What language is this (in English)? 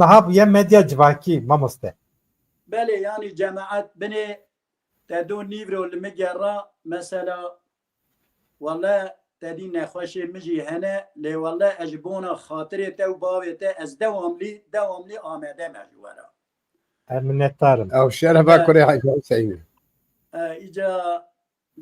Kurdish